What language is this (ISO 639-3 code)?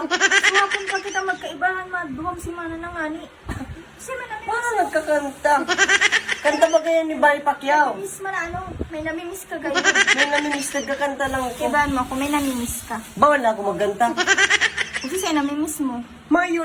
bik